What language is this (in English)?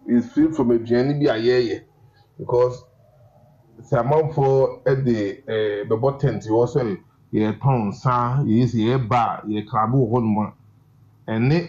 Akan